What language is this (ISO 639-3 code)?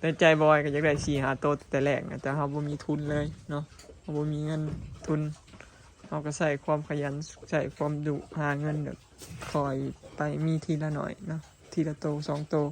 lao